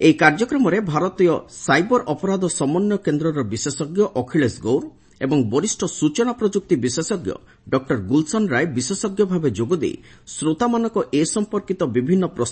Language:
Odia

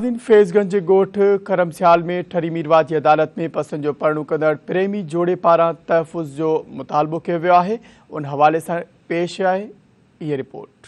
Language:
Sindhi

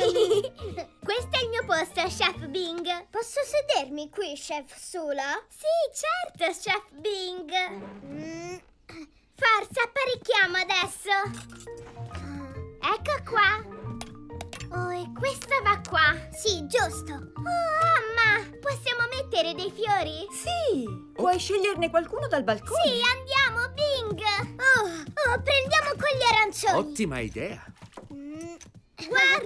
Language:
Italian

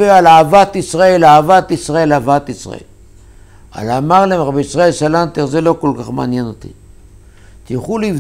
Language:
Hebrew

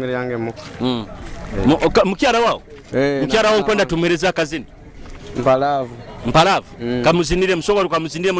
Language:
Nyoro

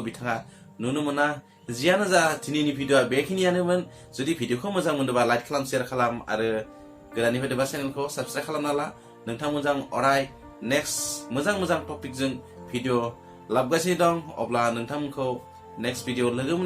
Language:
Bodo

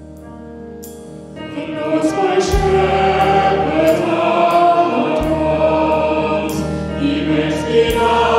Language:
English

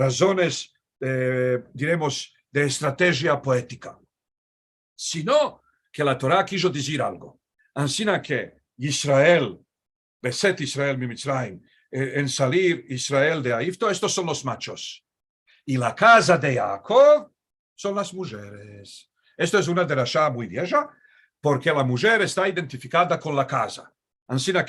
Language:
Ladino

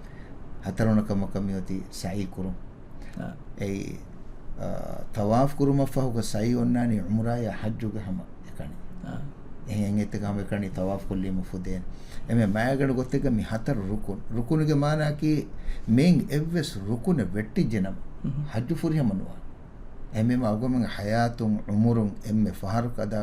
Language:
Divehi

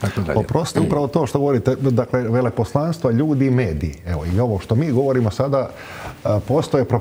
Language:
Croatian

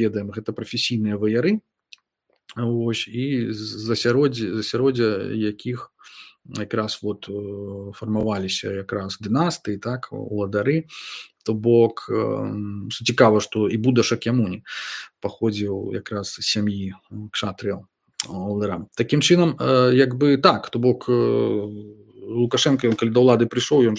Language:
Belarusian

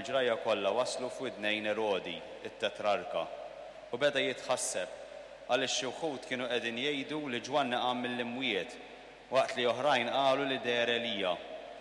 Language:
Maltese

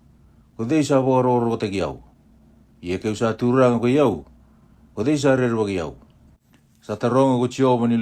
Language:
Fijian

